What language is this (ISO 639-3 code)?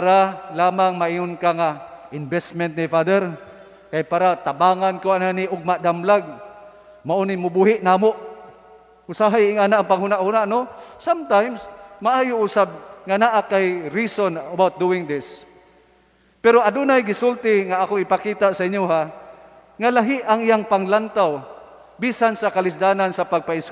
ceb